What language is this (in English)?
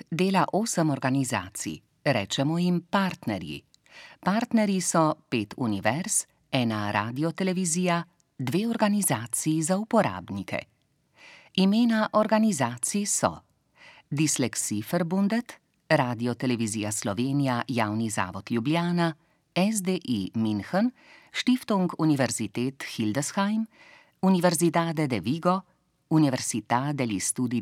Slovenian